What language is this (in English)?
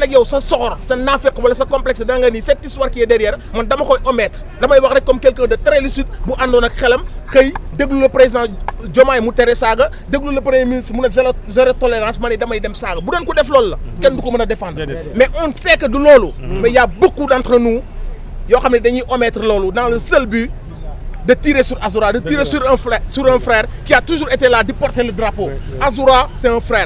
Wolof